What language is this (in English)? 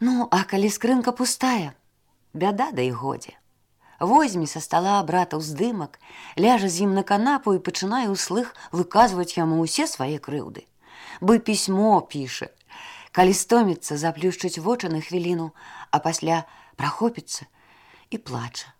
Belarusian